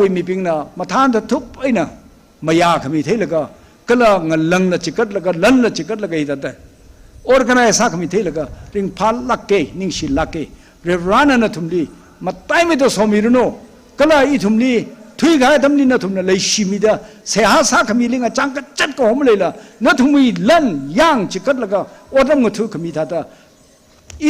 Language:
Tangkhul Naga (India)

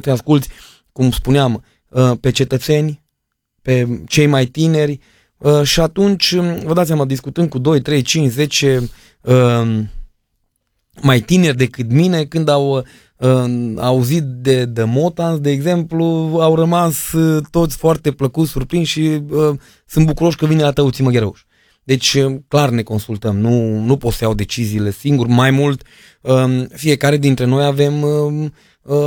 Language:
Romanian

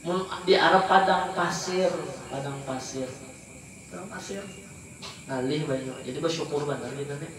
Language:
Banjar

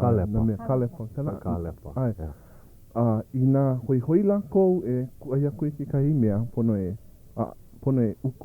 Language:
Hawaiian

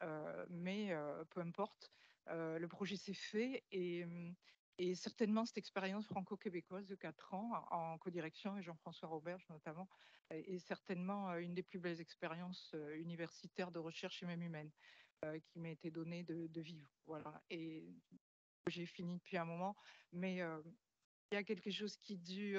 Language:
French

